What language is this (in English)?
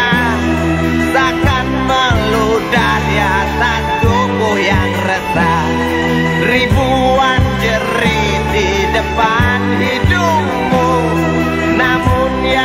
Indonesian